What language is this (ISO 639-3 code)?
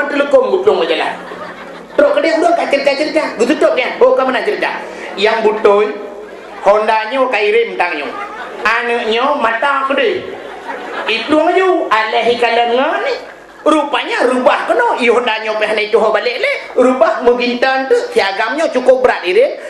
ace